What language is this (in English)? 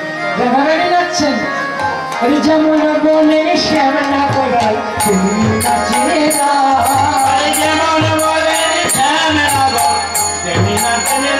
Bangla